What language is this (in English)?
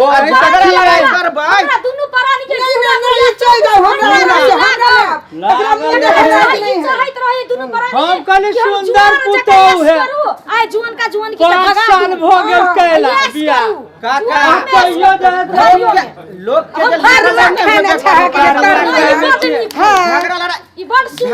Maithili